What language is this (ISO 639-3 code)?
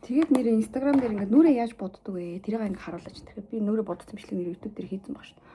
mon